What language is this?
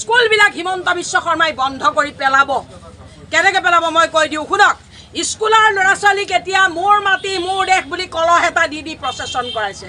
Assamese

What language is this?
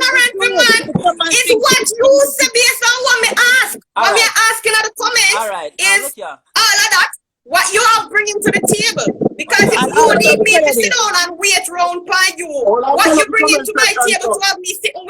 Jamaican Creole English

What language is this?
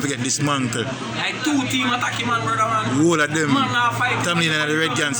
Jamaican Creole English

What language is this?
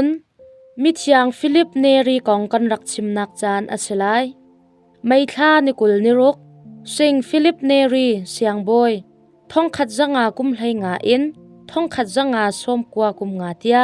Hakha Chin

